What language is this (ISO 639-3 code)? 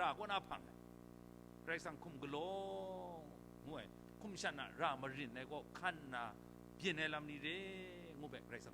kac